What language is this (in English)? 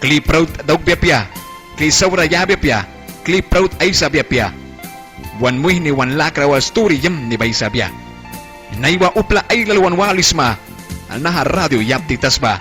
Mískito